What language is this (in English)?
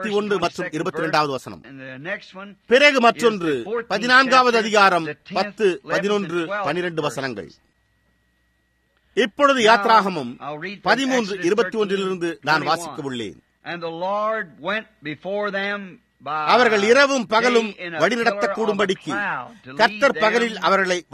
Tamil